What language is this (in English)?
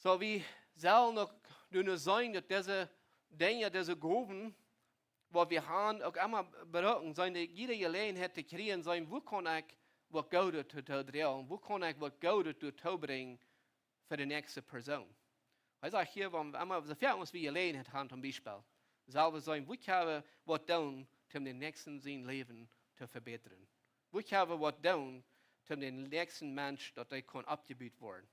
Plautdietsch